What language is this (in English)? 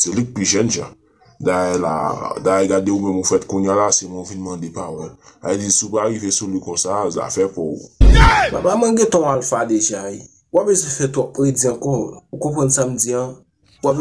Haitian Creole